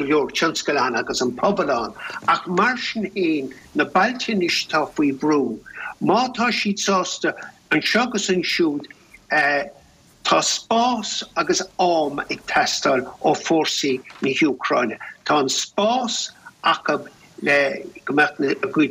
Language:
Irish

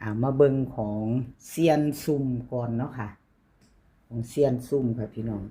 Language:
Northeastern Thai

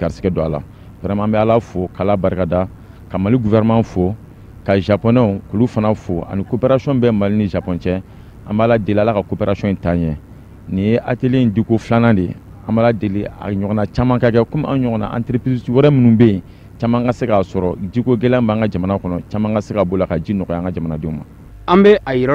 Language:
Bambara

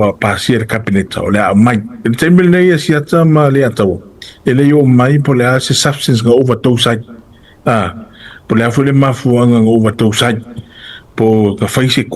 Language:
Samoan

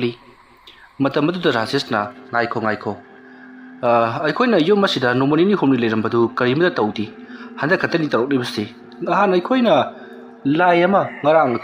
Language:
Manipuri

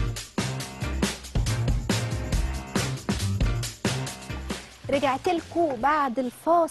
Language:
Egyptian Arabic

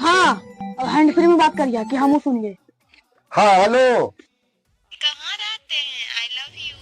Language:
Magahi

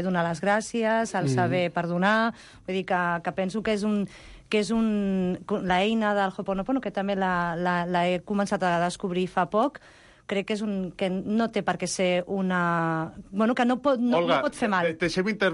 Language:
Catalan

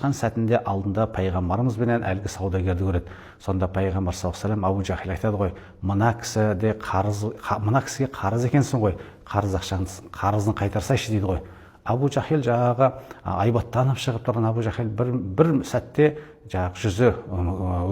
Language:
Kazakh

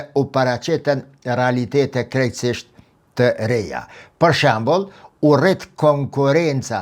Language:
Albanian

